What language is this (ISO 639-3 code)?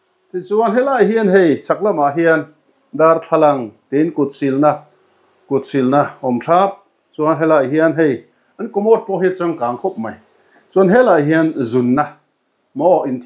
lus